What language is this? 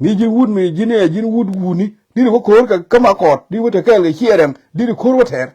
Nuer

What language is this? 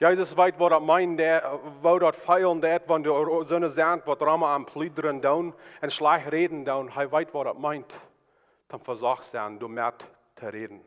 Plautdietsch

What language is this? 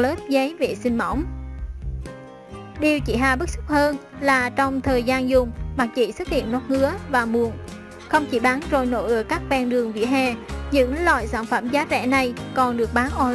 Vietnamese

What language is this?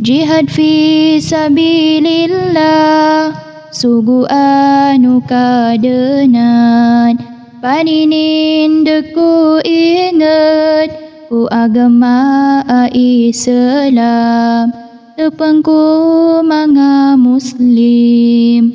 Maranao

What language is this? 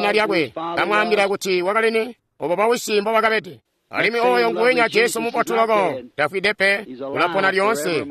Tonga (Zambia)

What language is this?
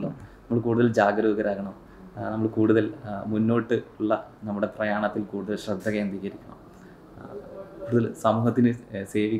Malayalam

